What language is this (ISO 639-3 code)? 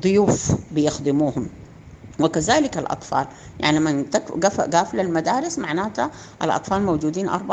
apd